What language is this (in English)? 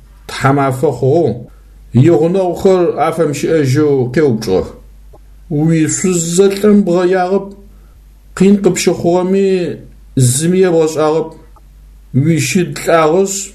Adyghe